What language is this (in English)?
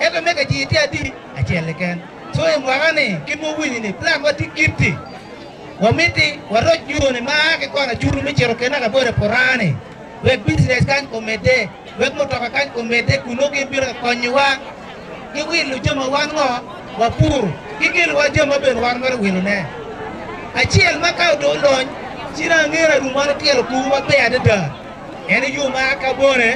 Acoli